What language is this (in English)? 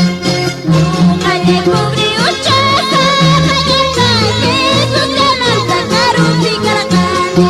Ayacucho Quechua